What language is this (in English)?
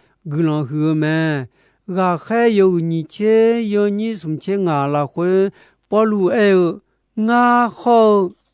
Akha